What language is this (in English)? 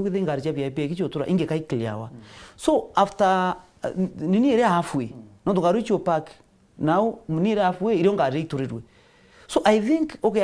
Meru